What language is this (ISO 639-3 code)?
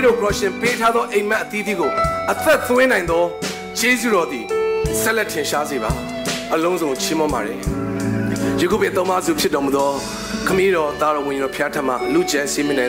mya